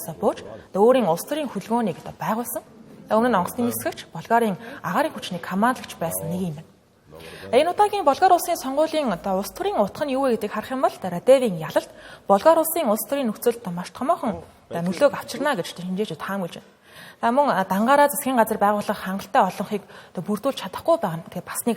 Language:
Mongolian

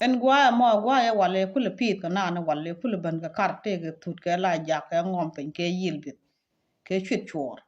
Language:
Nuer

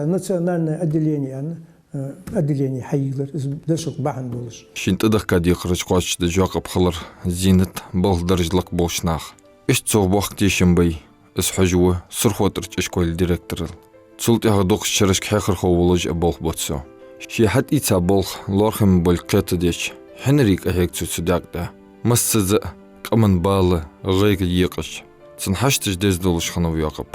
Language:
Ingush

